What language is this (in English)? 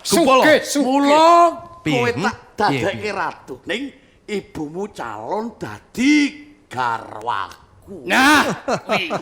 Javanese